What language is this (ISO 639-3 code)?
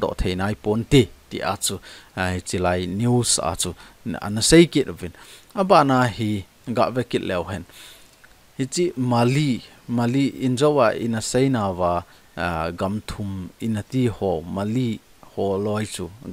tcz